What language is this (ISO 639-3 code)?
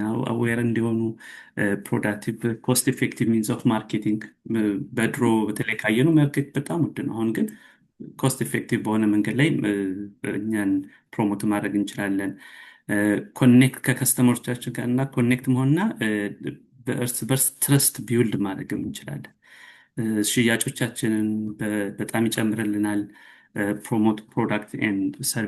amh